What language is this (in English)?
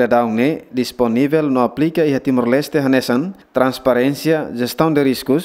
Tetum